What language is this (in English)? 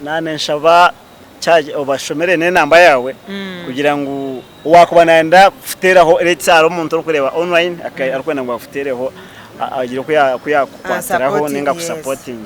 Nyankole